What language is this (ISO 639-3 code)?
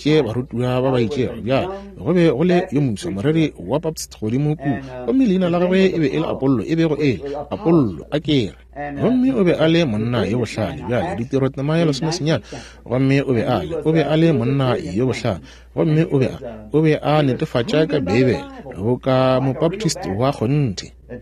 nso